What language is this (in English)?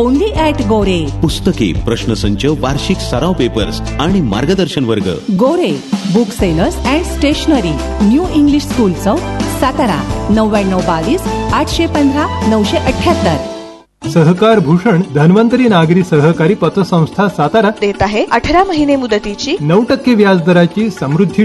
Marathi